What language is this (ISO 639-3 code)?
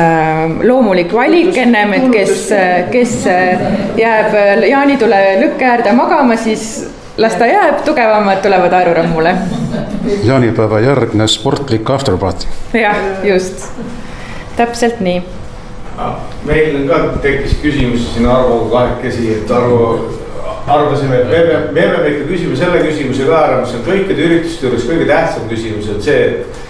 est